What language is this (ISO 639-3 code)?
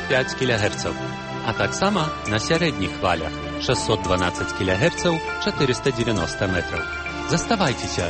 bel